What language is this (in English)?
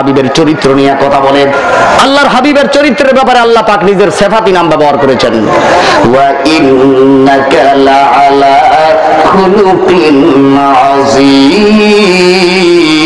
Bangla